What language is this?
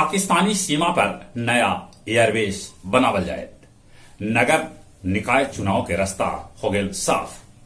Magahi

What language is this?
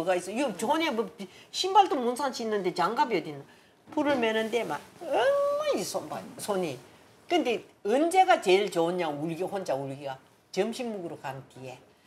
Korean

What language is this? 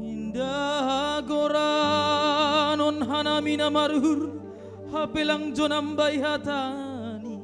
Batak Simalungun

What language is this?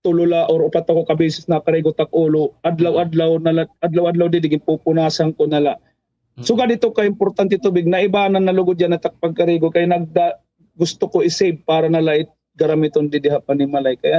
Waray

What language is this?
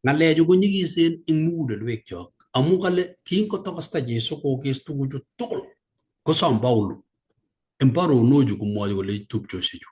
Kalenjin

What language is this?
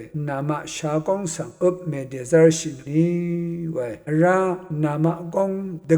Rawang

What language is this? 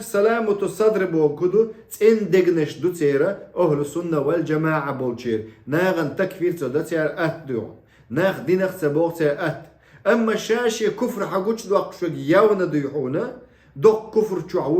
Chechen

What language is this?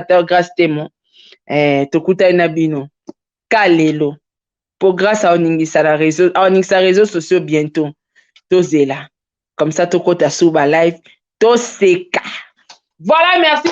Lingala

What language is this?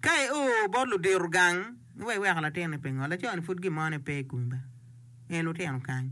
Acoli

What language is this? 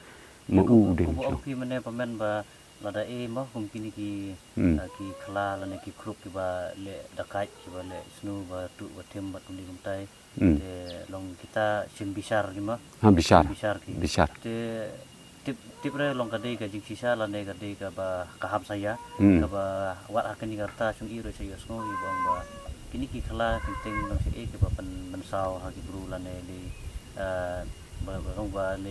Khasi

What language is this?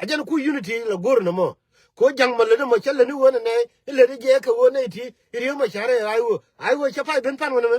Nuer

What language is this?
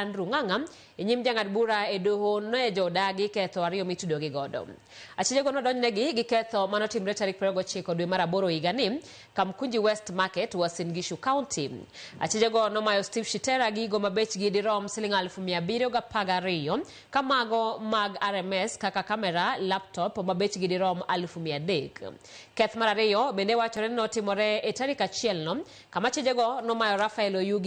Luo (Kenya and Tanzania)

